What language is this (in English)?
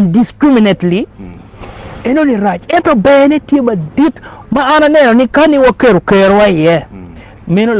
Acoli